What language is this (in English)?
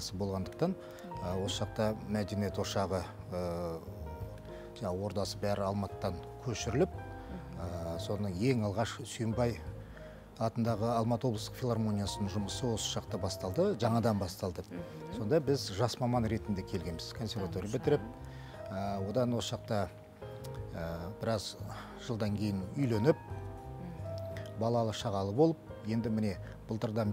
Kazakh